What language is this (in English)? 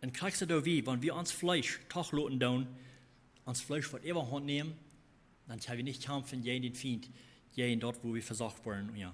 Plautdietsch